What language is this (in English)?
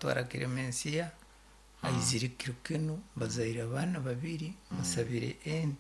Nyoro